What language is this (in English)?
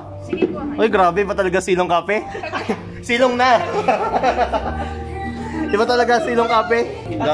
Filipino